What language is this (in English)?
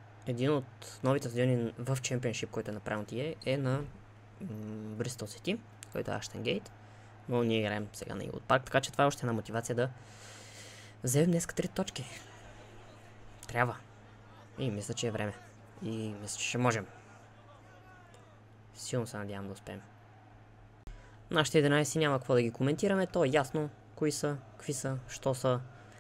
Bulgarian